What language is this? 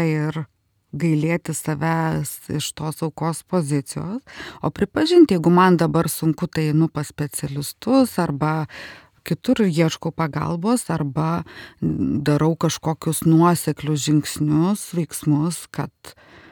Lithuanian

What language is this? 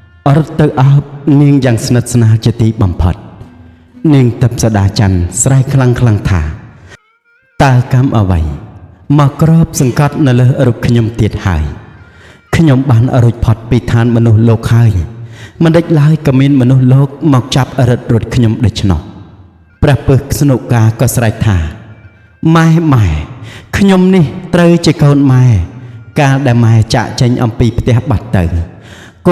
Khmer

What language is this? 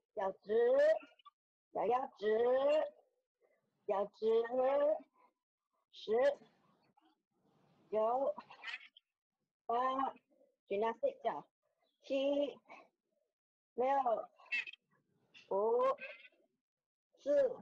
Chinese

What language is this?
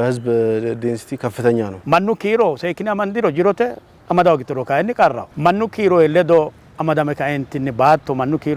Sidamo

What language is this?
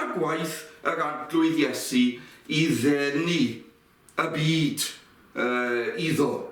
Welsh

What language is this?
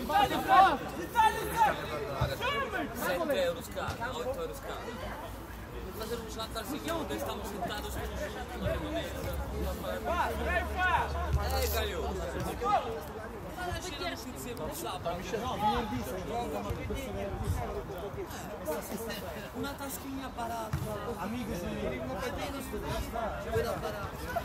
Portuguese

